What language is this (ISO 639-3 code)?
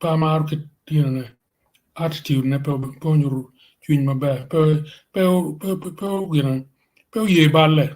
ach